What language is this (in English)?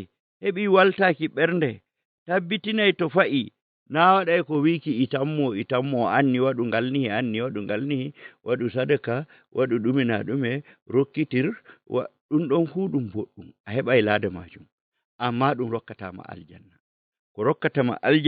Fula